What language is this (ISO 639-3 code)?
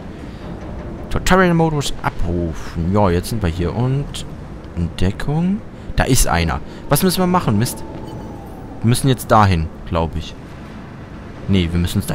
deu